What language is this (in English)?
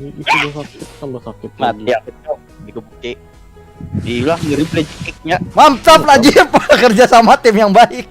Banjar